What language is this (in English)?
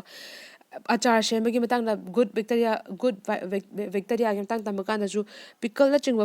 Manipuri